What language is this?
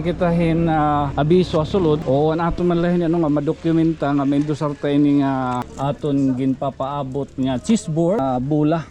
Waray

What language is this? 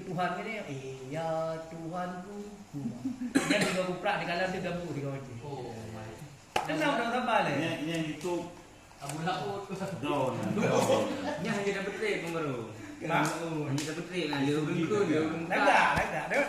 Achinese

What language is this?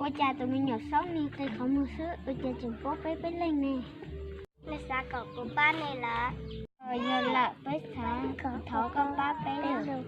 Hmong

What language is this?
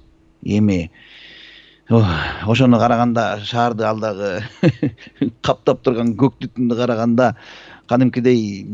Kyrgyz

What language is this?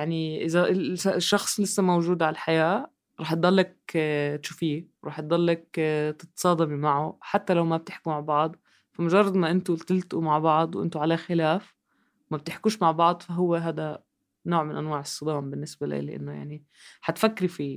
North Levantine Arabic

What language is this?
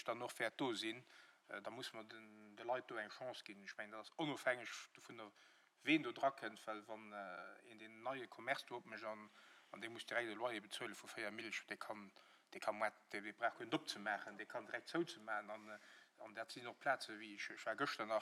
Luxembourgish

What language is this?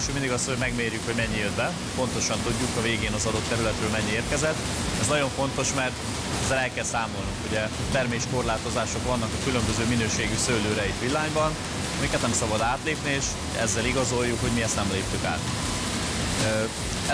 Hungarian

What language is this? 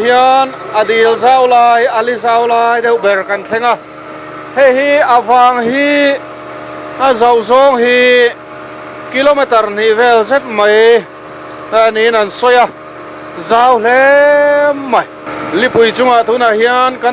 Mizo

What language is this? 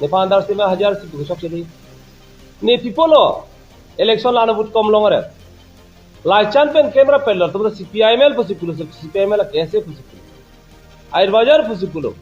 Karbi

